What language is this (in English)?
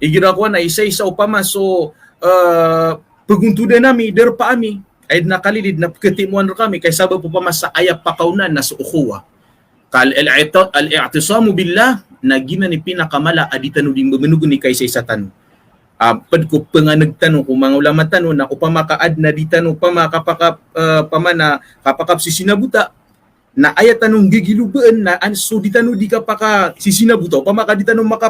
Maranao